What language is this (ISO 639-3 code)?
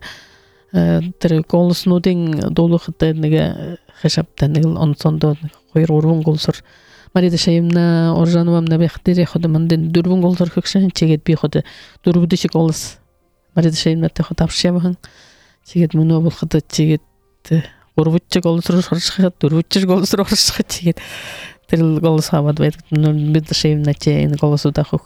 bua